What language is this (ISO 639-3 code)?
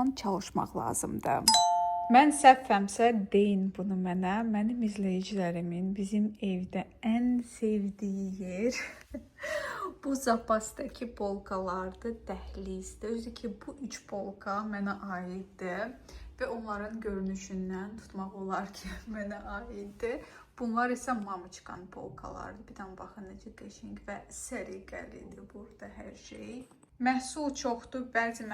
aze